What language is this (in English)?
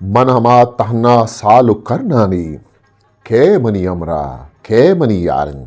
Eastern Balochi